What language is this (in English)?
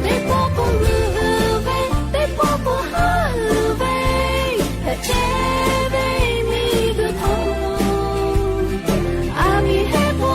Lahu